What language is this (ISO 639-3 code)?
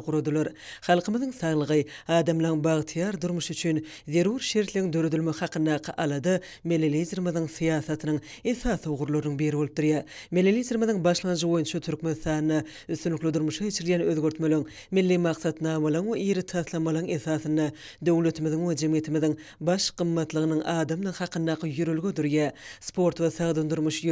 tuk